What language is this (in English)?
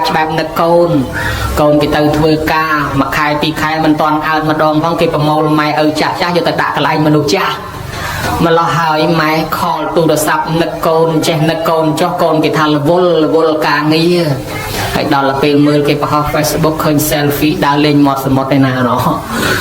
Khmer